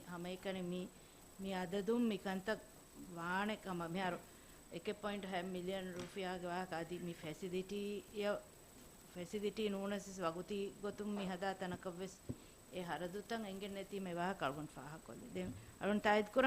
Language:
Divehi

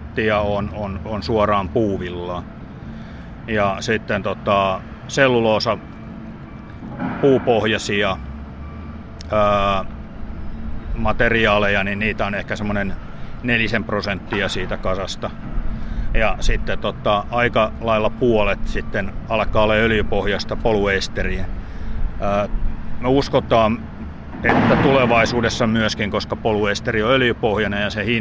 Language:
Finnish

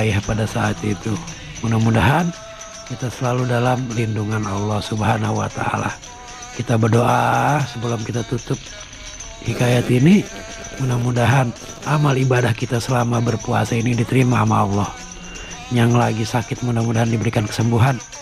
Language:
Betawi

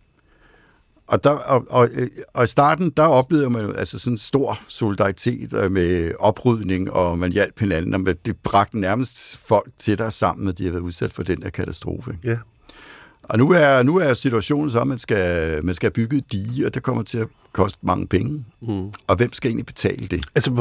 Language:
Danish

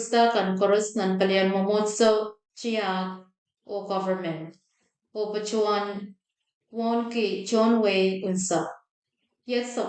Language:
Pohnpeian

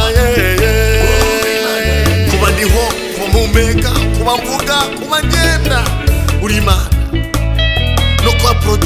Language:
Kinyarwanda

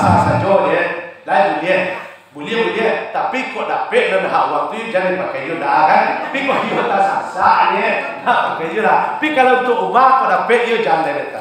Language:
Minangkabau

